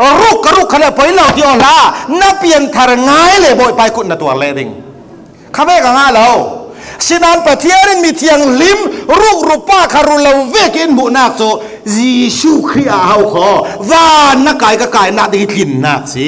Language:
Falam Chin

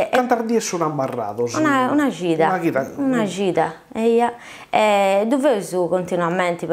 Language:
Sardinian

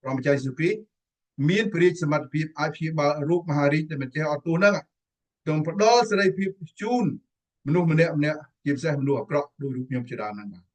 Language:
Khmer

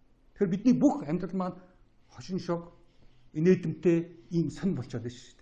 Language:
Mongolian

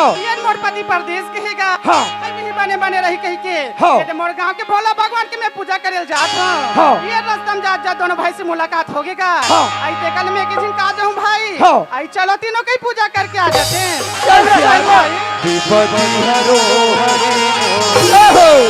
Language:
Chhattisgarhi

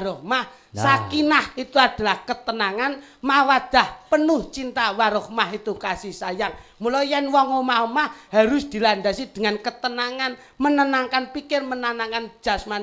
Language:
Javanese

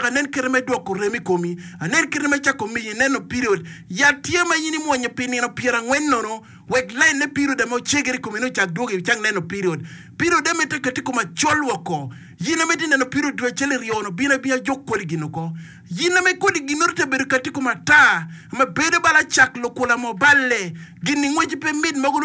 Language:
Acoli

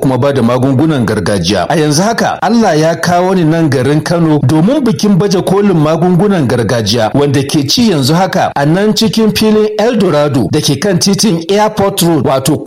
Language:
Hausa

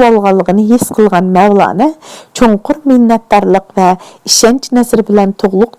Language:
Uyghur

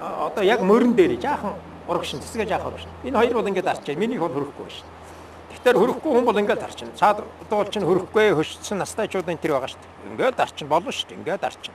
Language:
Mongolian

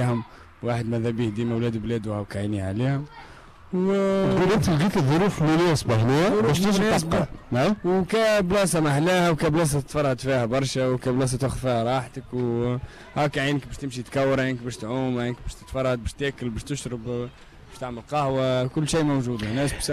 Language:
Tunisian Arabic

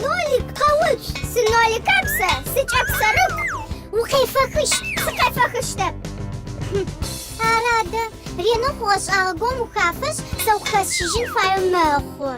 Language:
Adyghe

